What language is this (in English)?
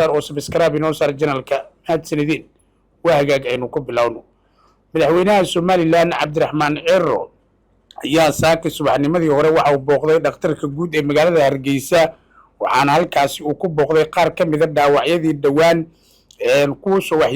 Somali